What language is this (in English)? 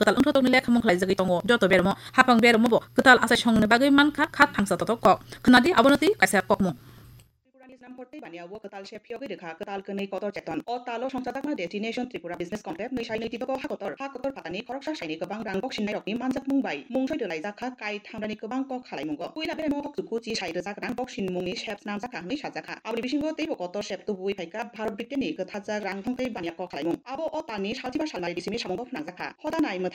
Kok Borok